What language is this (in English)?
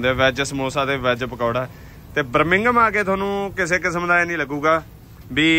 Punjabi